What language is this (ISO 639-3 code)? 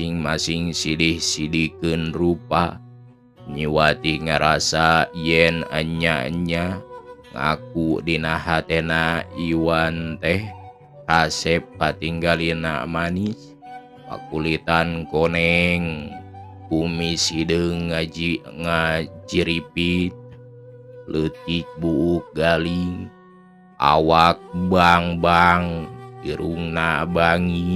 sun